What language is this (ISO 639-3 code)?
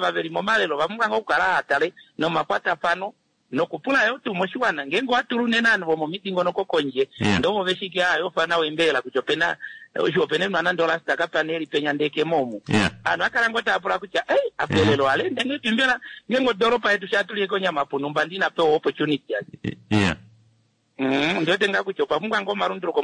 kua